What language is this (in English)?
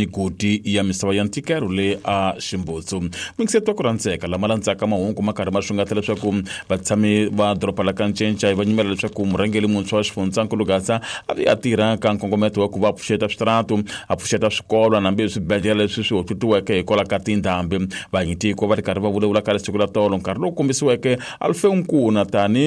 Tsonga